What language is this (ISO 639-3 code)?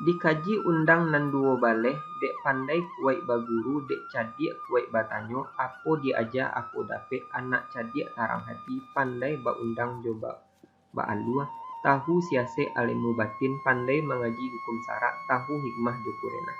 min